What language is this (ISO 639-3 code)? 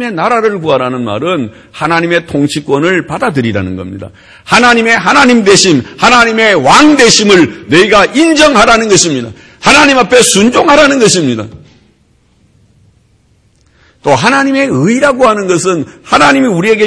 kor